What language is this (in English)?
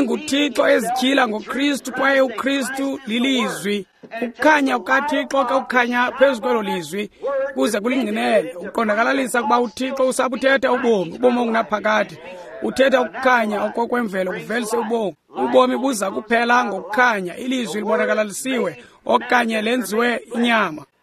Xhosa